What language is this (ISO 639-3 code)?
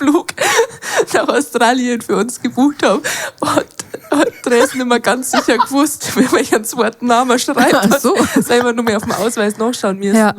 bar